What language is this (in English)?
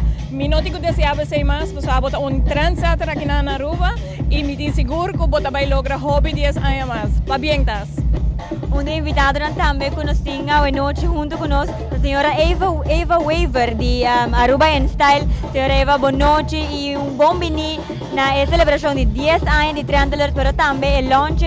Papiamento